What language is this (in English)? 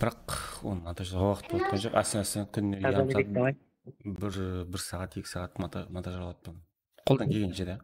Kara-Kalpak